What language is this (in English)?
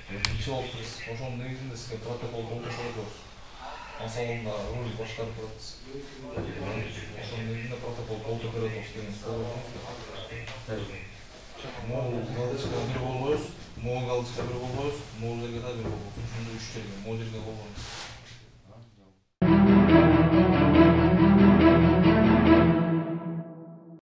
Kazakh